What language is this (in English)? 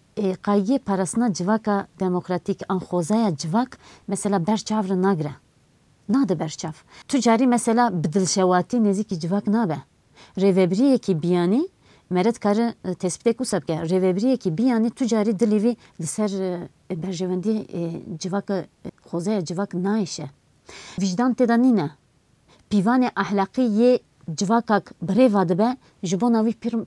Kurdish